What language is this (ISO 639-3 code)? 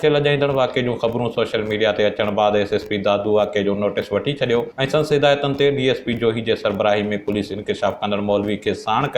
snd